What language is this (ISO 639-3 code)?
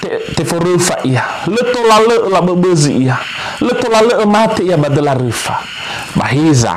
nia